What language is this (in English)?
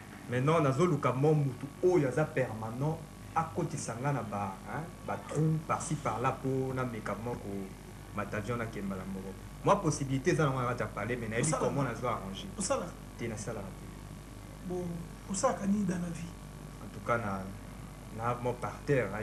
Lingala